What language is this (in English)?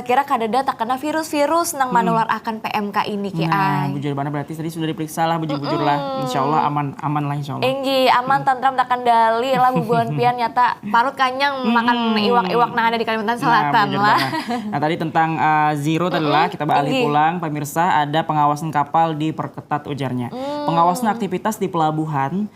Banjar